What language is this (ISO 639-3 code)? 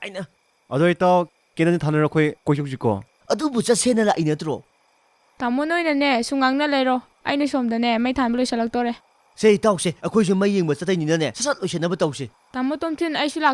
mni